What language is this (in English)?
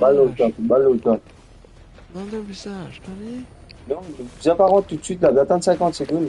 Morisyen